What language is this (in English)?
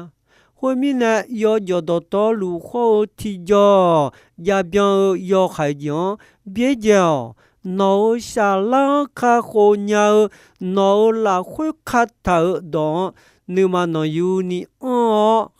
Akha